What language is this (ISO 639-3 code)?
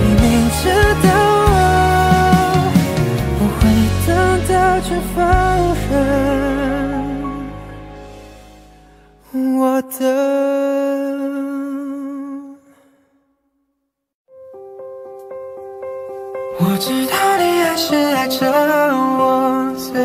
zho